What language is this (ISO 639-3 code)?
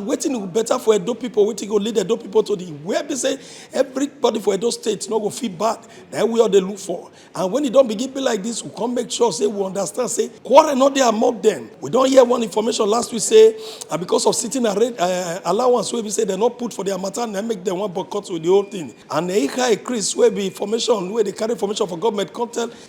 pcm